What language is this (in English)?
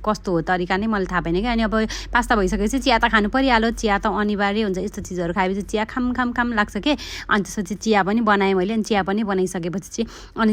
Nepali